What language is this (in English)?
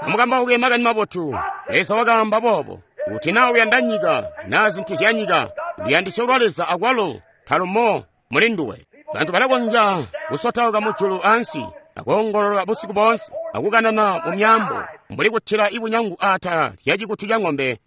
Tonga (Zambia)